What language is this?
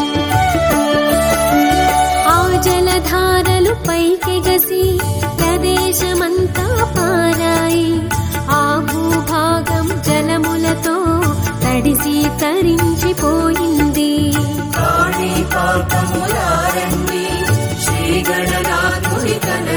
Telugu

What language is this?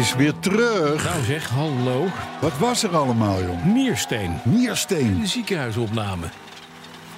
Dutch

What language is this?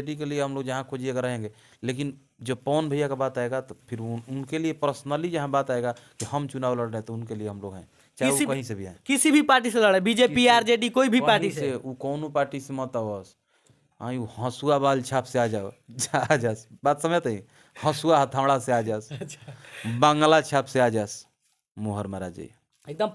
Bhojpuri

